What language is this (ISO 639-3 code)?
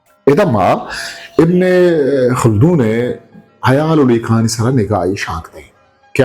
bgp